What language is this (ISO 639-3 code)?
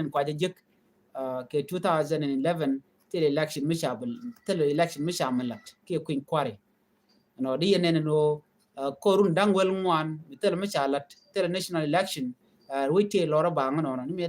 nus